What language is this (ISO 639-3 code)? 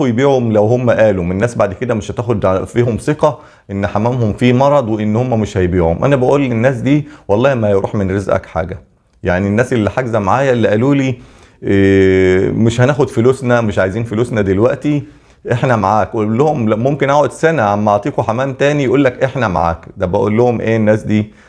arz